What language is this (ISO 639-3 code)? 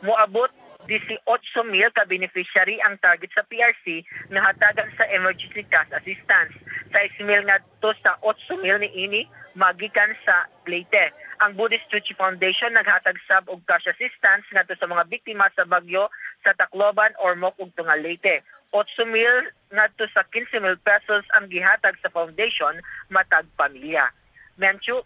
ceb